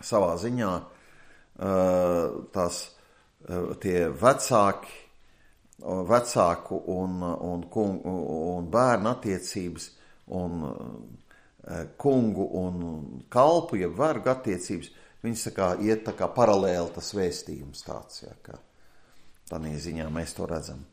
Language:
Latvian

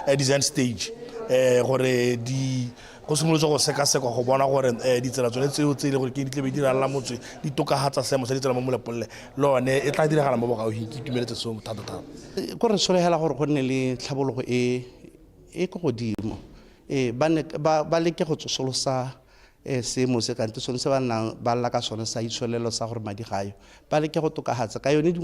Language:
Tswana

